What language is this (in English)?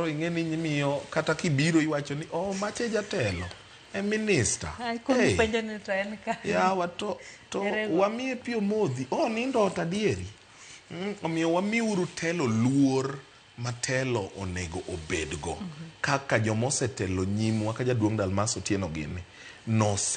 Luo (Kenya and Tanzania)